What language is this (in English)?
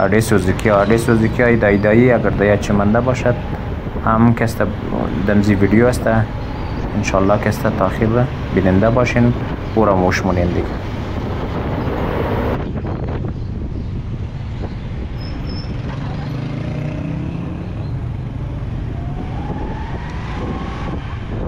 Persian